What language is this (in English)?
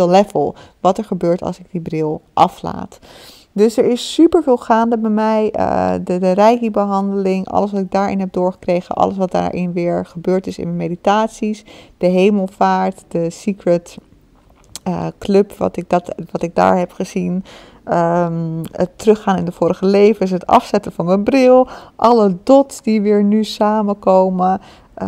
Dutch